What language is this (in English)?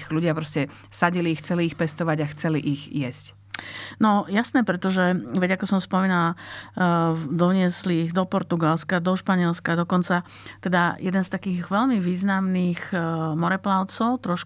Slovak